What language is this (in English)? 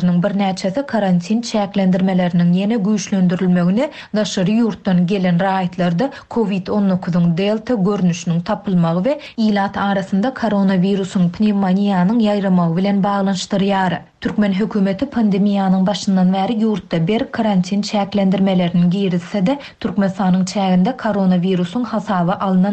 Turkmen